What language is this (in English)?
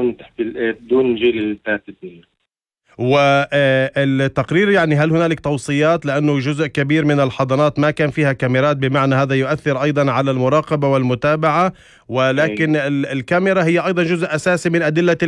North Levantine Arabic